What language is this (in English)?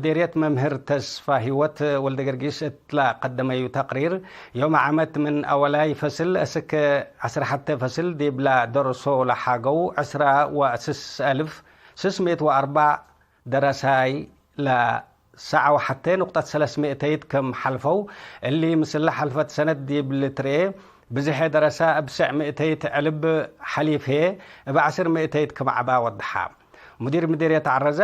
Tigre